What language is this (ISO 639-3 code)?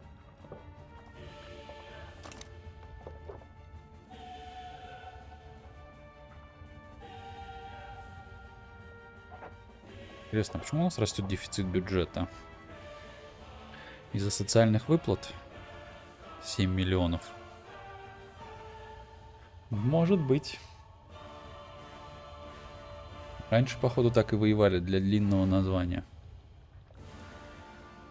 rus